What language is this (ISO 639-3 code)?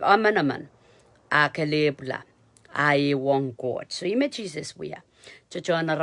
pon